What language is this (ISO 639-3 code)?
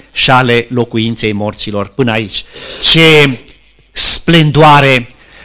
ron